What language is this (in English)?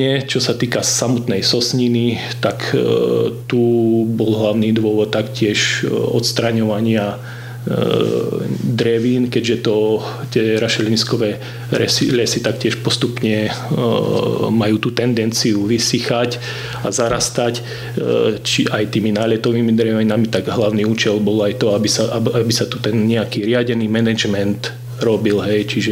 Slovak